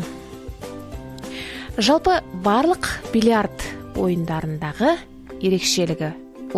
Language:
Kazakh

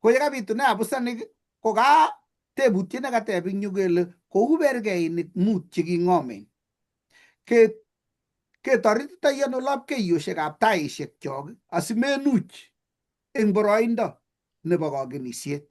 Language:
Kalenjin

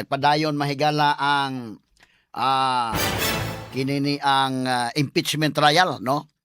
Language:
Cebuano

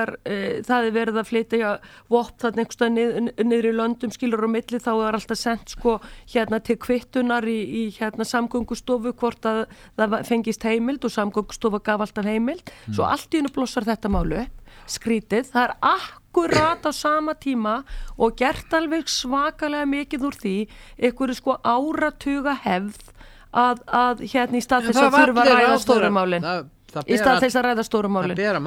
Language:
Icelandic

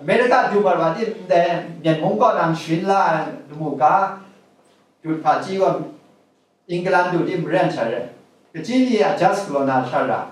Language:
Kachin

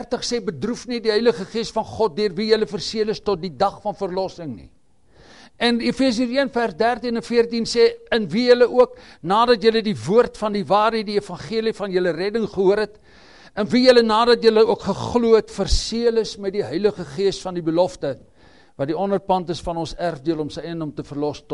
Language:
Afrikaans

